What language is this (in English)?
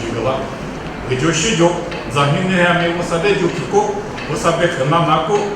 Lisu